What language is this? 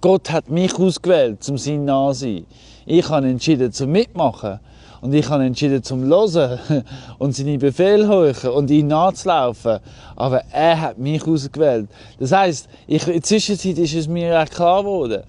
Swiss German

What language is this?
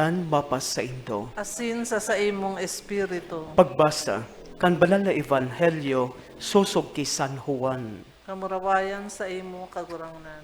Bikol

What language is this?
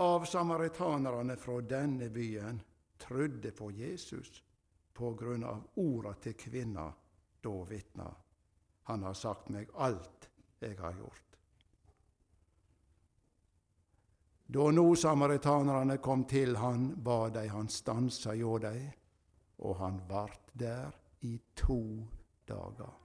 Norwegian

